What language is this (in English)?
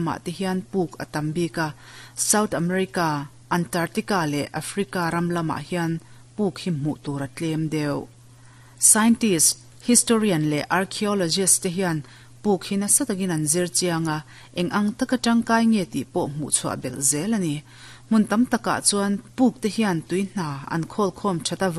Mizo